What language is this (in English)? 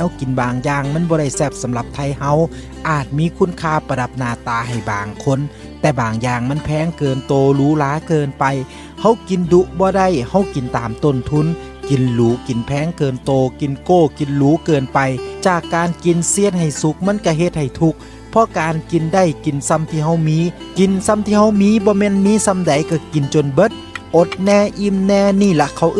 Lao